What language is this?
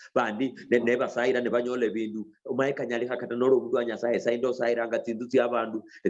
Luyia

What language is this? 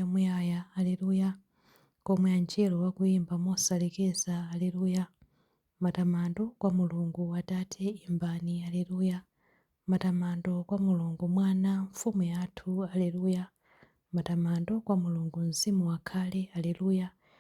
Nyanja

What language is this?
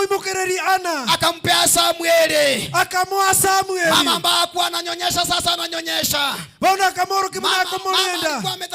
Gusii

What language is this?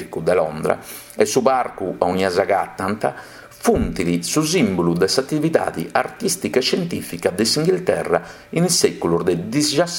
Sardinian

